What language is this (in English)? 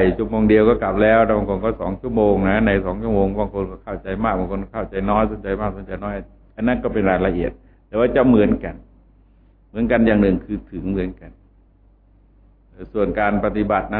Thai